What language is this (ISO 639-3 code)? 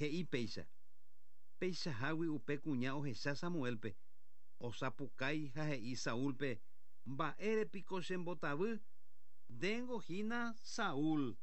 grn